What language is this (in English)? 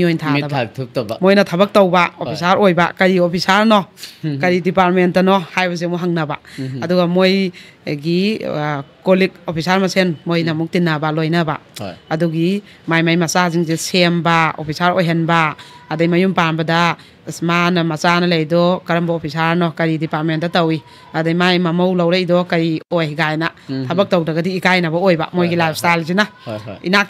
Manipuri